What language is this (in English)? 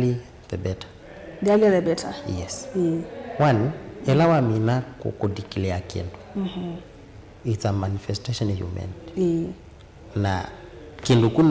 Kamba